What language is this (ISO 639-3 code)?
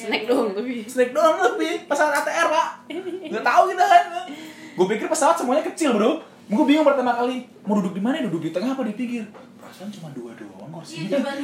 ind